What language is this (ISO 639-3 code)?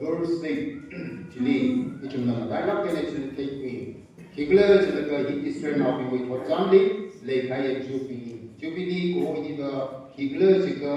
nmf